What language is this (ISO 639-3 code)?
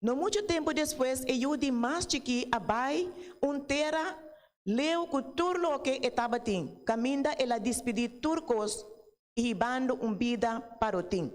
pap